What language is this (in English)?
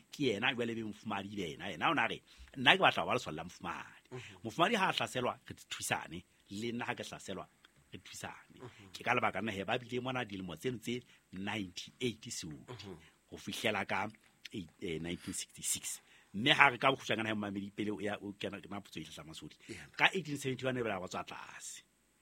Southern Sotho